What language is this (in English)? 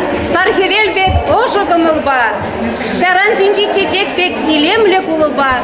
Chuvash